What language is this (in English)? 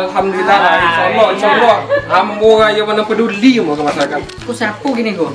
Minangkabau